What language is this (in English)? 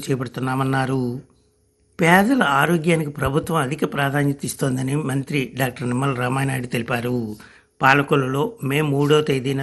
Telugu